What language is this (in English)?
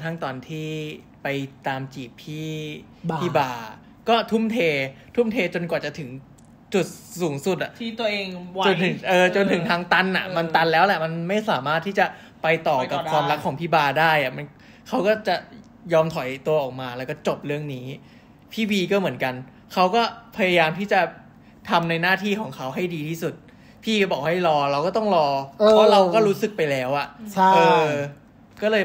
Thai